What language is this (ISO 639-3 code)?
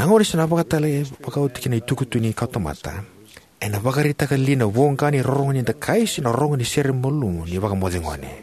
fij